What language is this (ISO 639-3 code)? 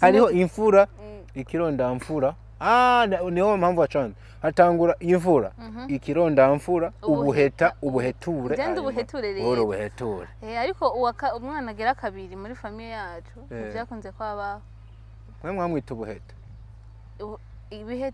run